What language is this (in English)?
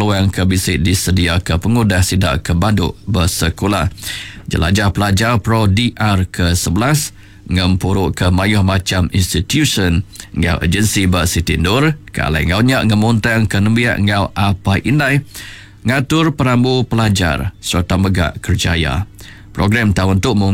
Iban